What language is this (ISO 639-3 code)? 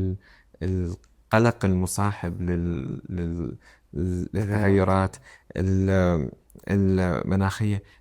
acm